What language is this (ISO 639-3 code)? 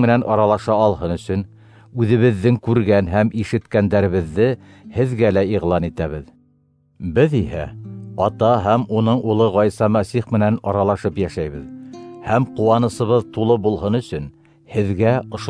bak